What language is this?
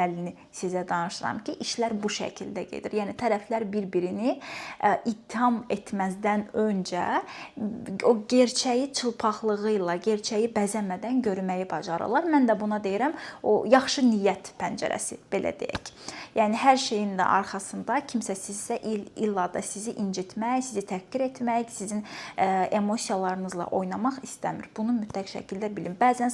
Azerbaijani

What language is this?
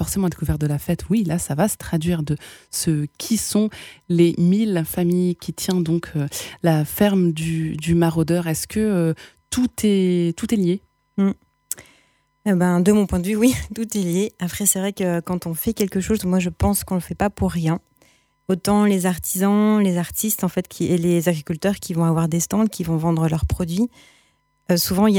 French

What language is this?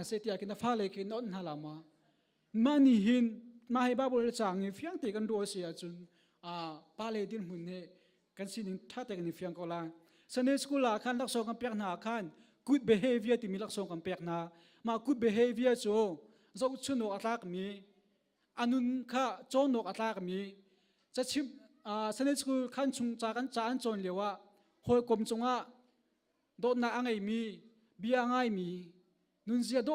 Hakha Chin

